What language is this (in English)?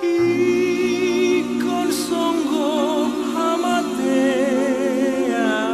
Batak Toba